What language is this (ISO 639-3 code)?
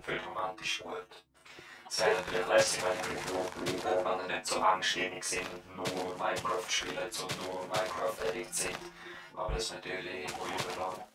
gsw